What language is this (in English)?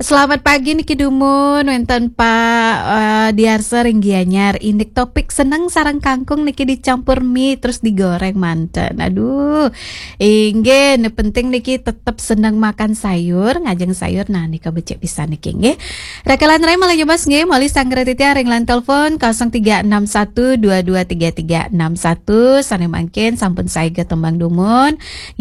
Balinese